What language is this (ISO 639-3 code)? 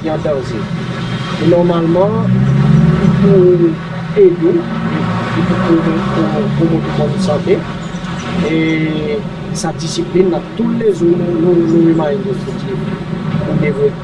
crs